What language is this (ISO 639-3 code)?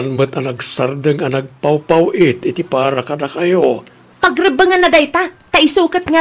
ilo